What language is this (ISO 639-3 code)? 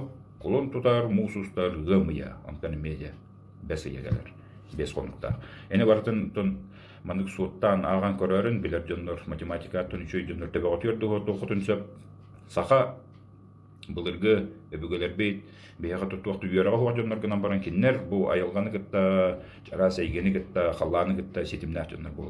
sah